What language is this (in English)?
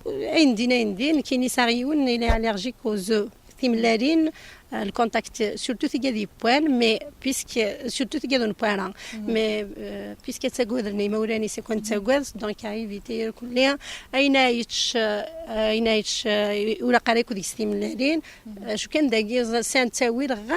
Kabyle